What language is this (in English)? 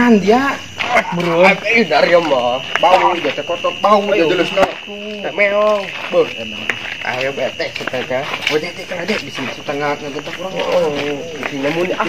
Sundanese